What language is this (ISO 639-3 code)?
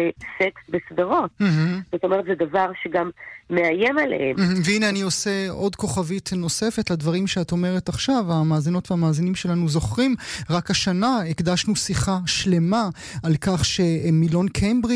heb